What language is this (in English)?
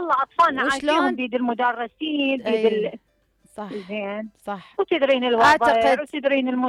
Mesopotamian Arabic